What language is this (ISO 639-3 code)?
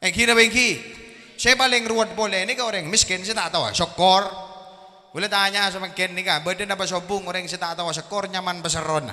mad